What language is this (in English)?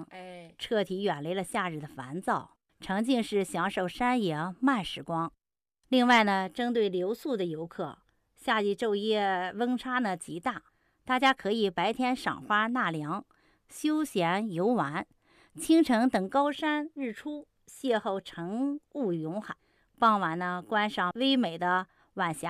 Chinese